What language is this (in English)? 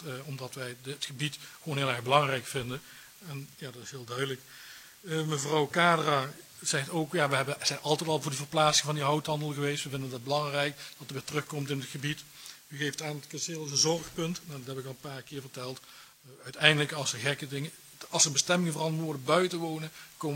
Dutch